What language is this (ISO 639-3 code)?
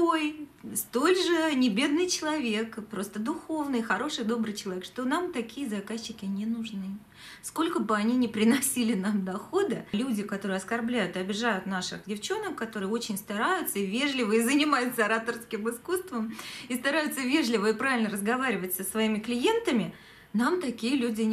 rus